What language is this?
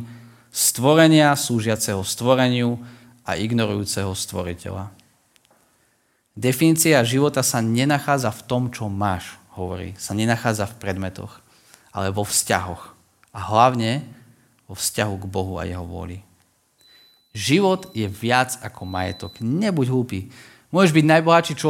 Slovak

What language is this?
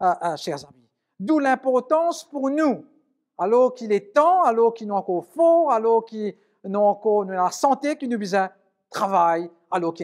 Morisyen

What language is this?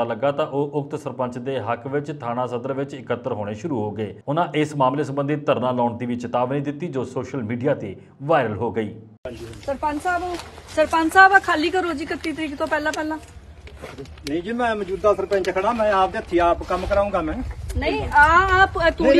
Punjabi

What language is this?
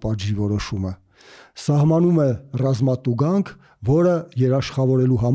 Armenian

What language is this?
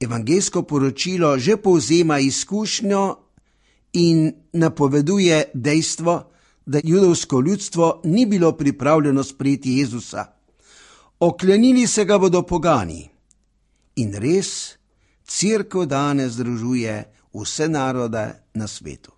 Slovenian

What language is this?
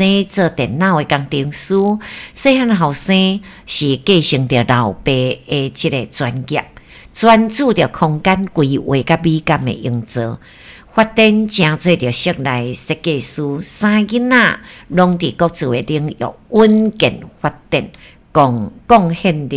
Min Nan Chinese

